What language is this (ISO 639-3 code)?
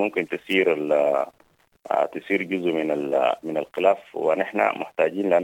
apd